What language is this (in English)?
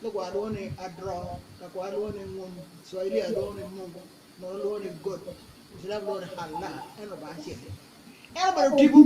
Acoli